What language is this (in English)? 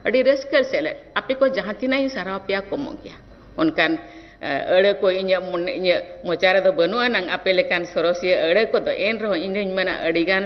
Santali